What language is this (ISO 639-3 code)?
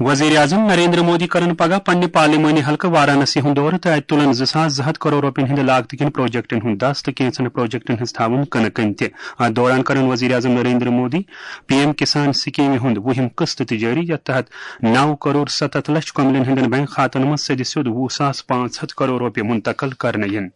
kas